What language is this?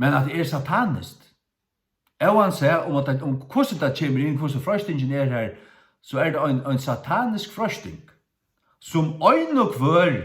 Faroese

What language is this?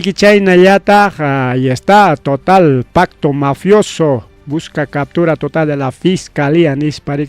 Ayacucho Quechua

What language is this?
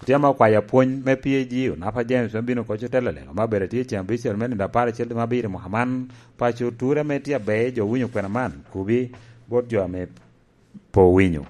Lango (Uganda)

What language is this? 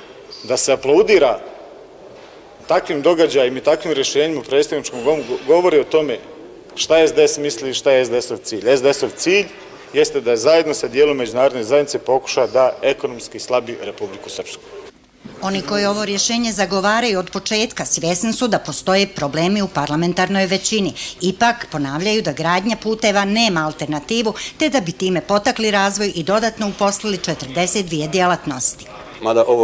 Bosnian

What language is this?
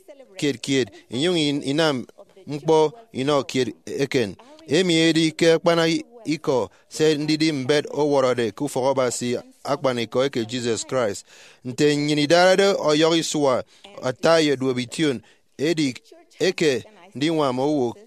Efik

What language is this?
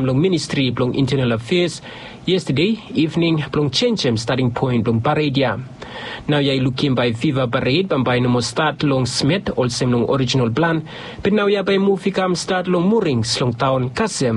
Bislama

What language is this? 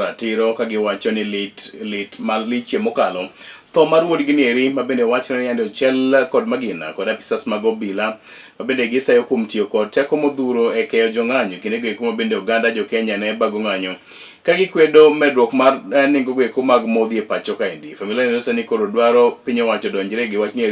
Luo (Kenya and Tanzania)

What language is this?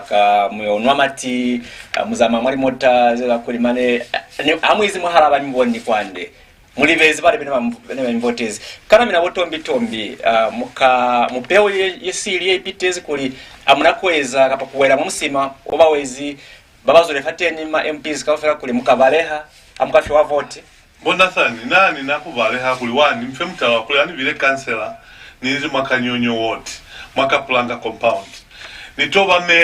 Lozi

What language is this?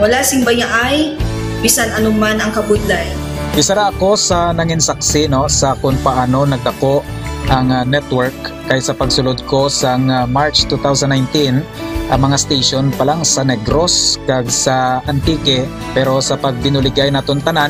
Hiligaynon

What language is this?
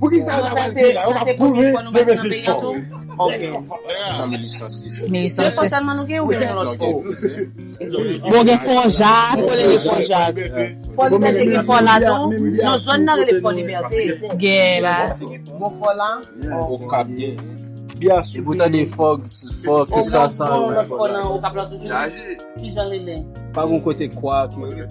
Haitian Creole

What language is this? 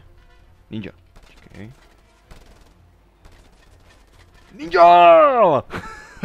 Czech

